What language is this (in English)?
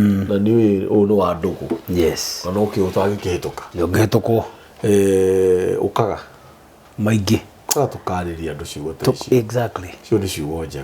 Kikuyu